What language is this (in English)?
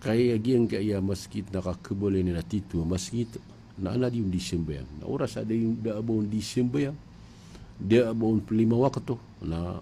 Maranao